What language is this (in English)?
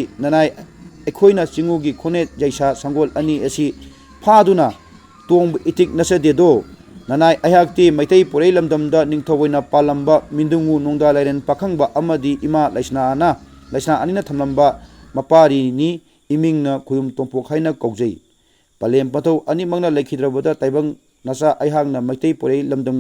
Manipuri